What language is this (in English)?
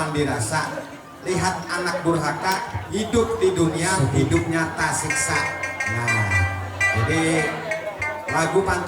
Banjar